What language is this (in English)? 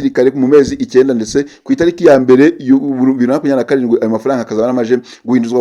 Kinyarwanda